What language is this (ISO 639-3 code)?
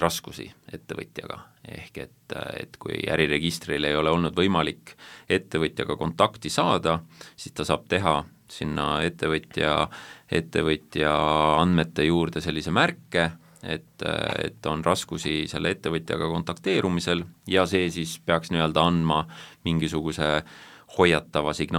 est